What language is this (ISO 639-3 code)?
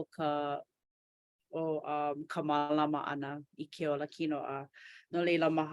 haw